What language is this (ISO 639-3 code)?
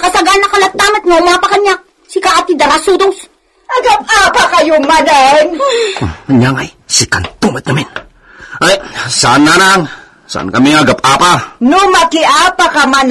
ilo